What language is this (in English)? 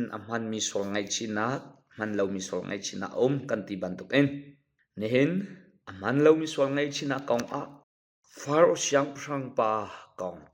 Hakha Chin